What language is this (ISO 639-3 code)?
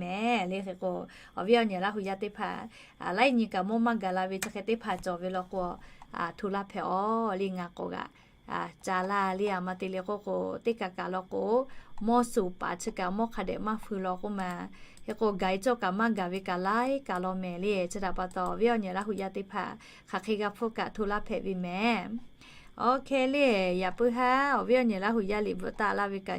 lhu